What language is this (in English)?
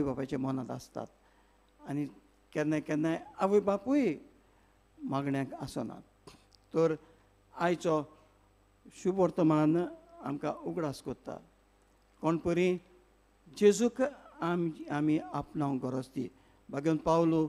Konkani